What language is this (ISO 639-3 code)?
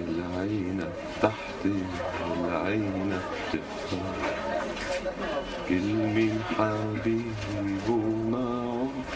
apc